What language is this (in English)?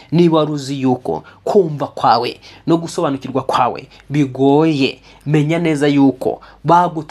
Kinyarwanda